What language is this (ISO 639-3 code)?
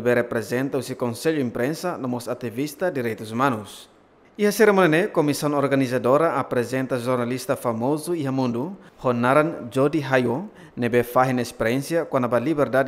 tet